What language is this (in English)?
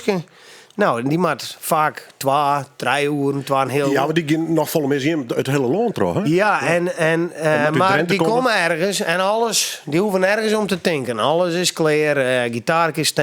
Western Frisian